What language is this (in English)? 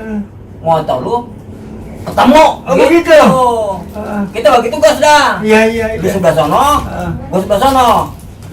Betawi